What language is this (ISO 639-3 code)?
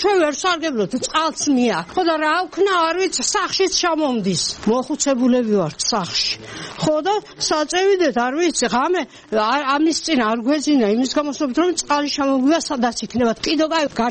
kat